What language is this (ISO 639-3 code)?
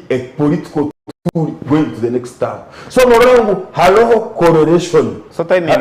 nyn